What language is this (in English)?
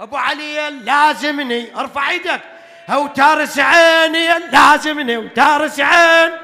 Mesopotamian Arabic